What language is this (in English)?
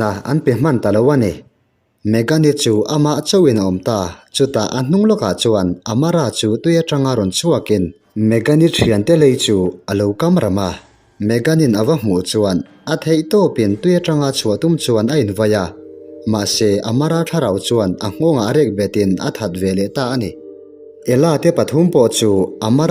Mizo